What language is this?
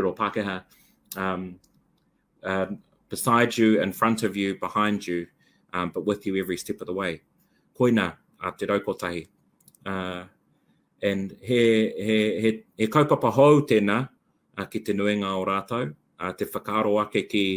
Māori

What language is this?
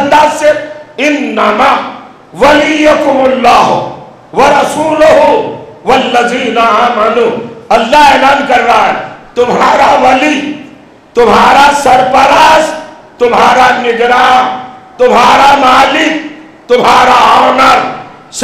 Urdu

